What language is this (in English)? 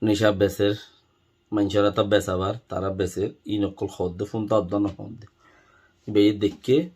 Rohingya